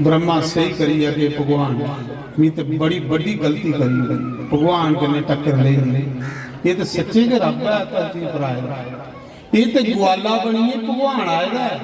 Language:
Dogri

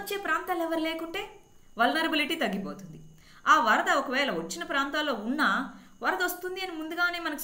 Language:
Telugu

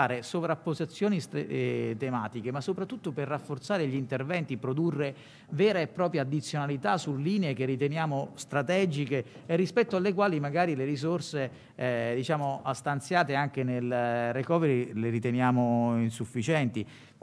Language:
Italian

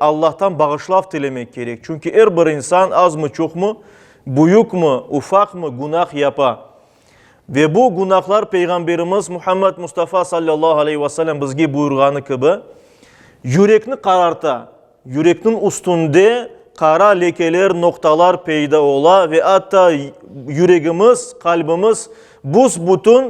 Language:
Crimean Tatar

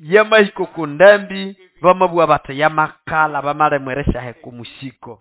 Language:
Nande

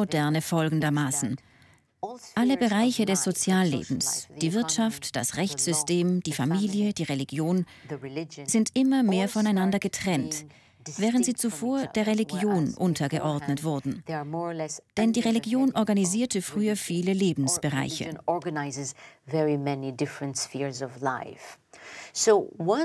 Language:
Swiss German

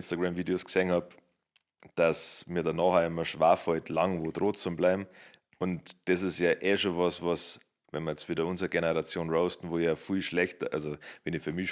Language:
Bavarian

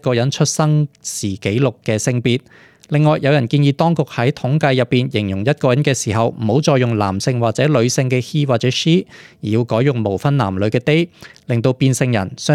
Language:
Cantonese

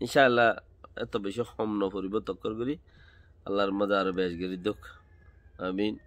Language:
Rohingya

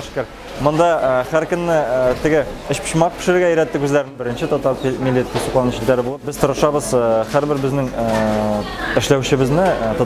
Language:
Tatar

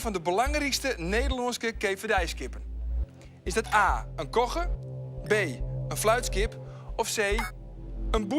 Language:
Western Frisian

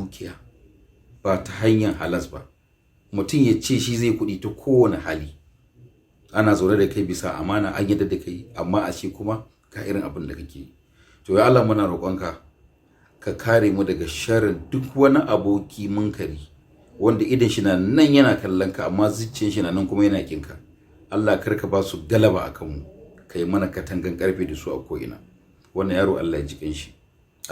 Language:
Hausa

